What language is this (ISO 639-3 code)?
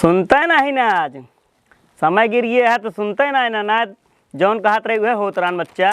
awa